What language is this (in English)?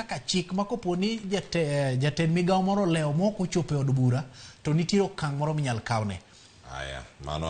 Luo (Kenya and Tanzania)